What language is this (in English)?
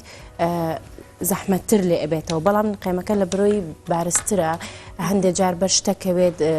Central Kurdish